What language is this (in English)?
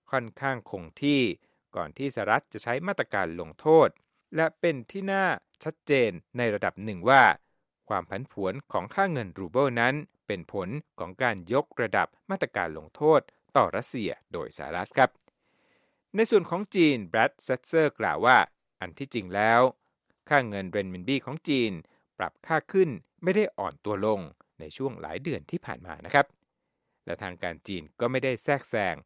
Thai